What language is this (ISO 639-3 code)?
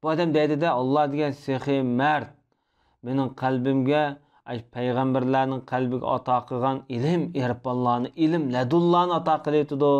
uig